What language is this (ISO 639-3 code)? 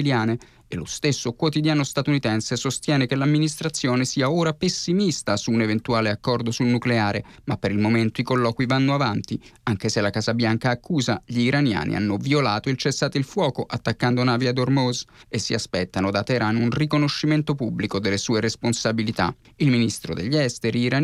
ita